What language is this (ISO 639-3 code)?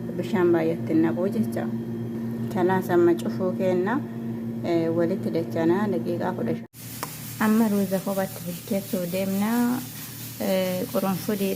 orm